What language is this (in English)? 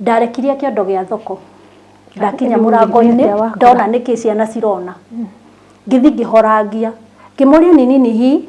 Kikuyu